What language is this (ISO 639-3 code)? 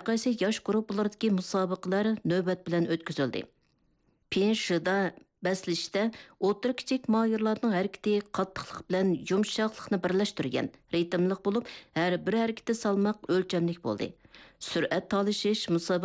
uig